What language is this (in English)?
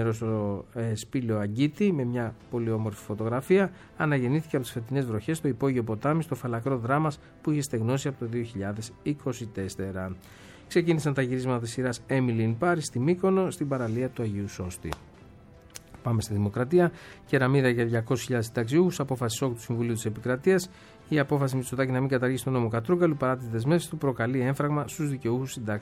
Greek